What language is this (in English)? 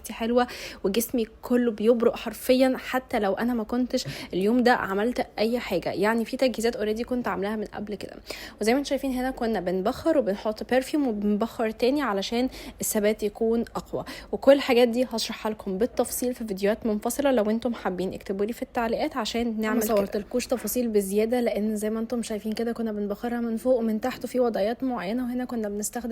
Egyptian Arabic